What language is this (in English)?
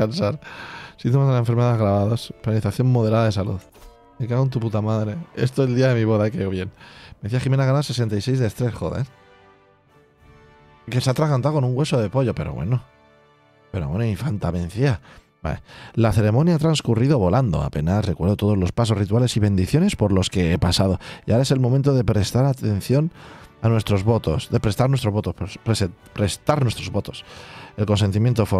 Spanish